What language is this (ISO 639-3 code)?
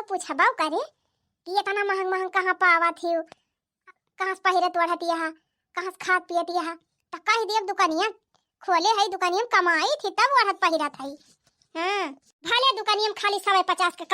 awa